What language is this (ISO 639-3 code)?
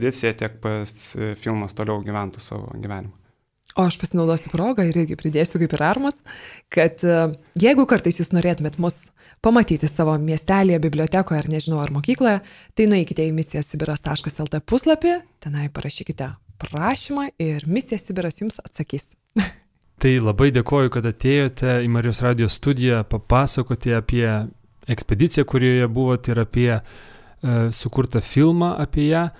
lit